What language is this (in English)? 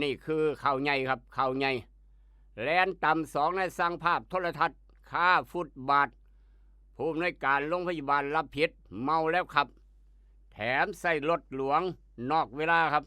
Lao